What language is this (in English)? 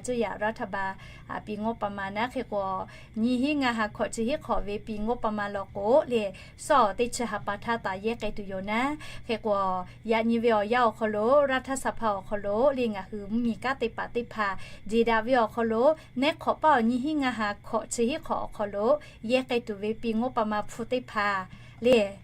Lahu